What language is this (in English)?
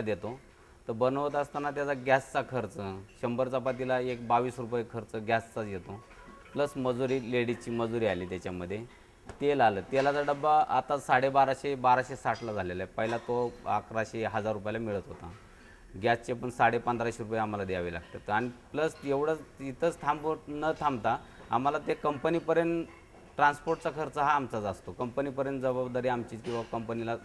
Marathi